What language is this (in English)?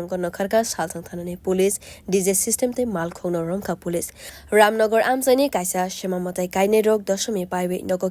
Kok Borok